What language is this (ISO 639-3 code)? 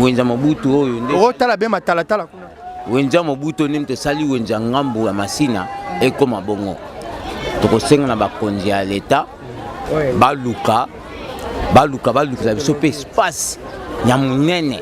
lin